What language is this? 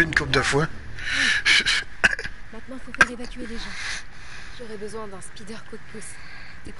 French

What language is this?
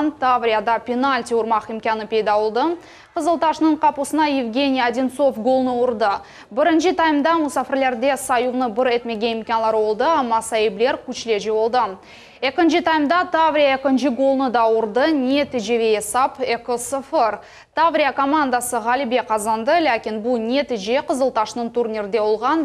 Crimean Tatar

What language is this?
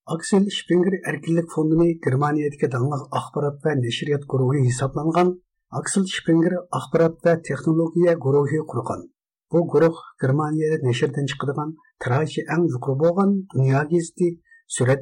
Uyghur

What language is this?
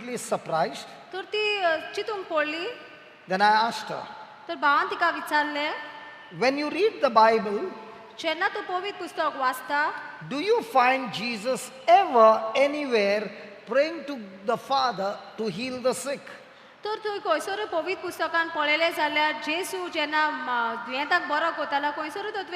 Konkani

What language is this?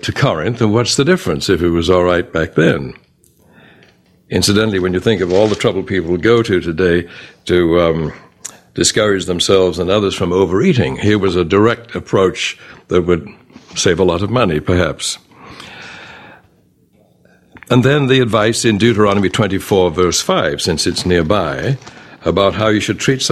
English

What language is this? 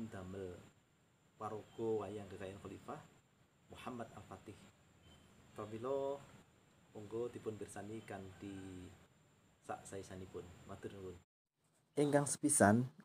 Javanese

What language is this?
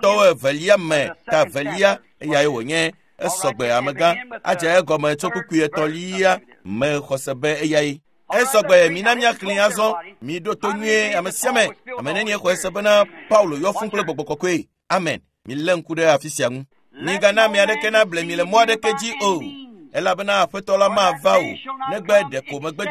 Ewe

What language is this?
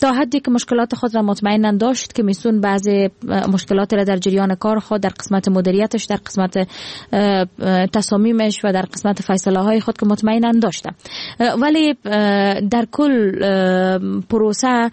Persian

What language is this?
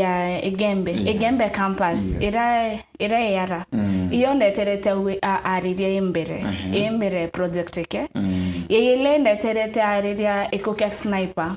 Meru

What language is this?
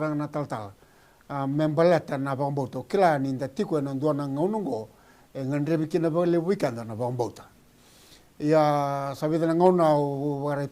Fijian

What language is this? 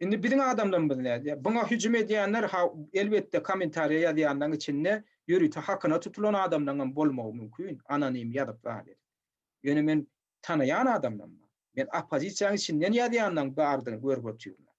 Turkmen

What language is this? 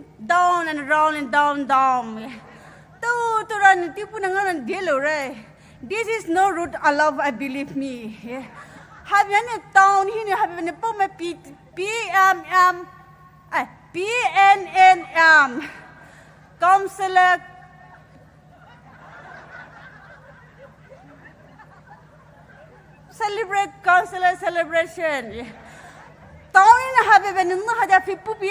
Poumei Naga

